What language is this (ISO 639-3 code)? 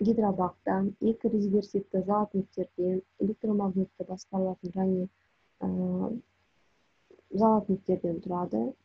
kaz